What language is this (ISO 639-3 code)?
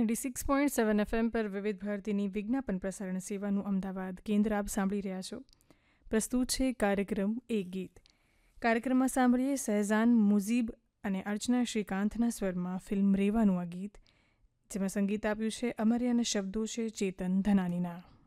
guj